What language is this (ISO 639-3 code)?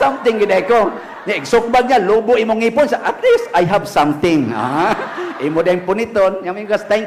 ceb